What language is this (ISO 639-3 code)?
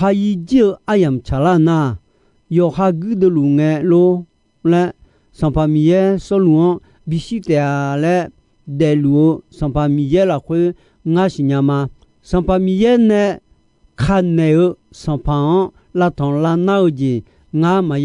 ahk